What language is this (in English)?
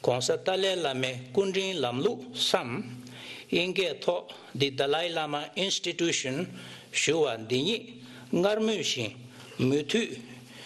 Tibetan